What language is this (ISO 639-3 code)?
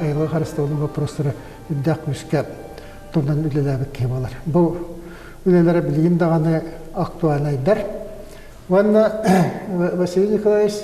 sah